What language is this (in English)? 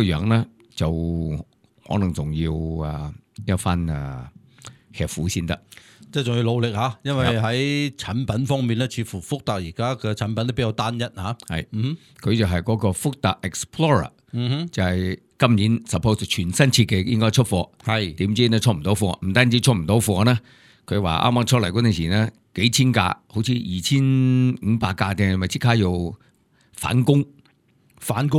Cantonese